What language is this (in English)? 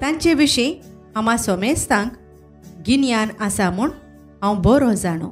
Konkani